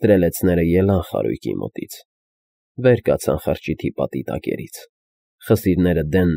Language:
Armenian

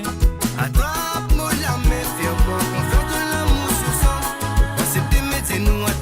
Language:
Morisyen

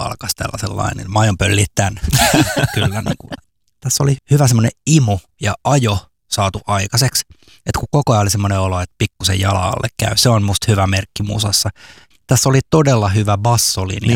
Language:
Finnish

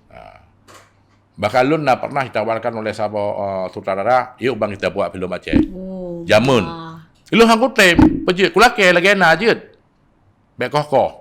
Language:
Achinese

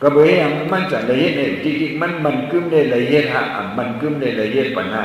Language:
Shan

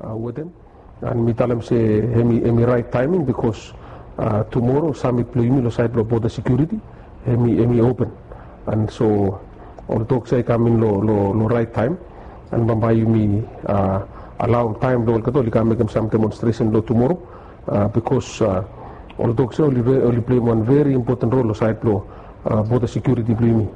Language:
Bislama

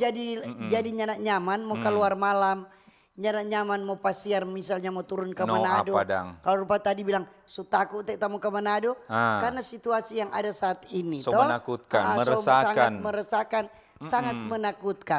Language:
Manado Malay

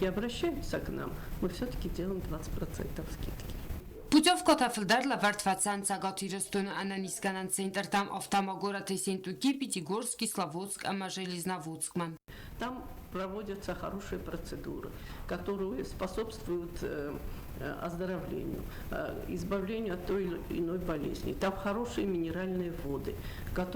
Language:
Ossetic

